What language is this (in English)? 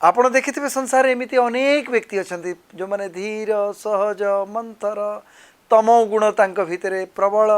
Odia